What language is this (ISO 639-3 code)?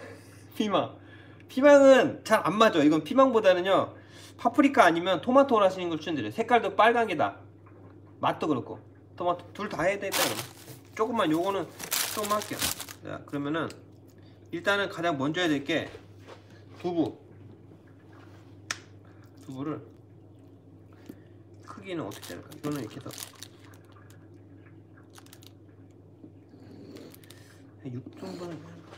kor